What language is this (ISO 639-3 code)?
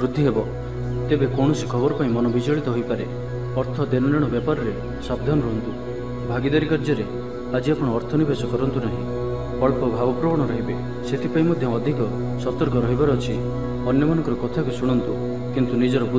ori